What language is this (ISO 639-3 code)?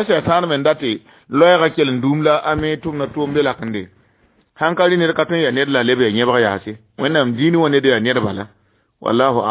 mos